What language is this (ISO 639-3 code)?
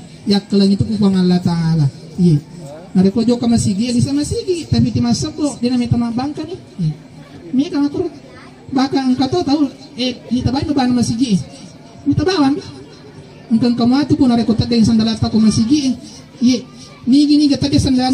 bug